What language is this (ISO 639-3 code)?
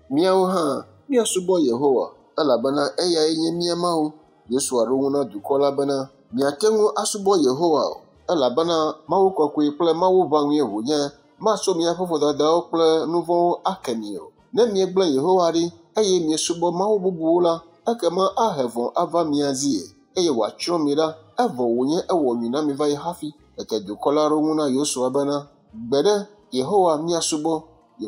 ewe